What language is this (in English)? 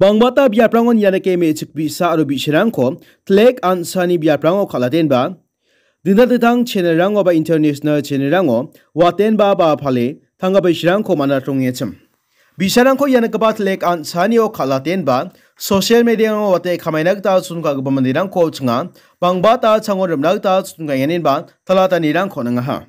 Garo